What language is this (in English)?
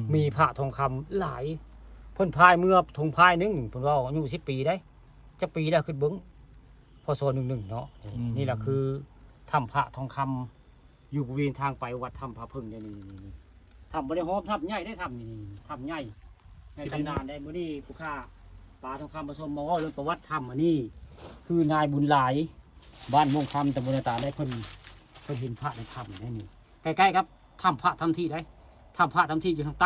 Northeastern Thai